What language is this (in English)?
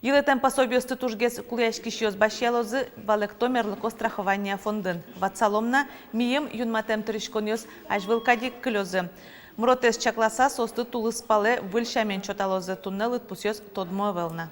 Udmurt